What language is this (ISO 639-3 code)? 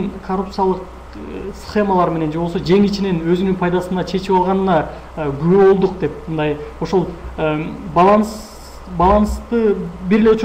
kir